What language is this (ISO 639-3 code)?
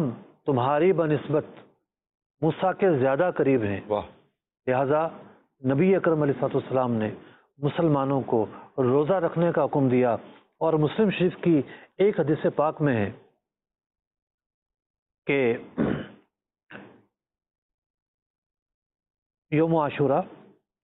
urd